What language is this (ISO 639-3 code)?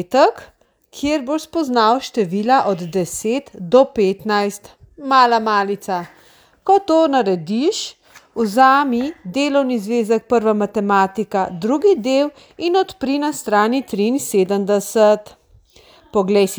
slv